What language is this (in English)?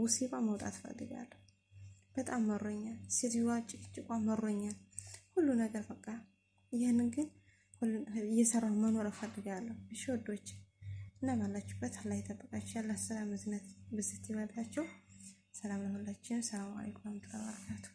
Amharic